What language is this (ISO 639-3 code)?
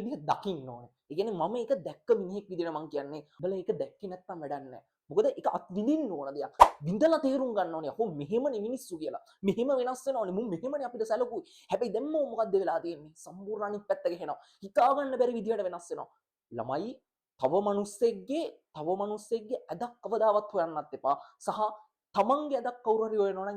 sin